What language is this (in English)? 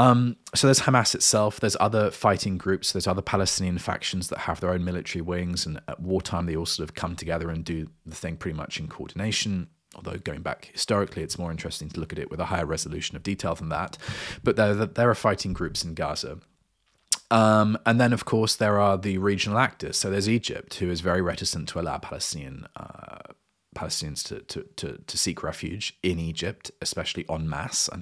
English